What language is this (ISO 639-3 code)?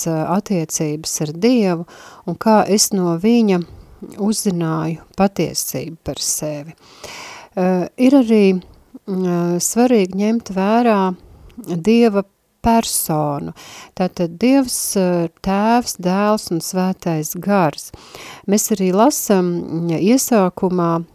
lav